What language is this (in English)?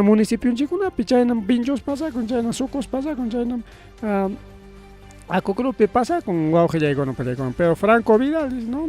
Ayacucho Quechua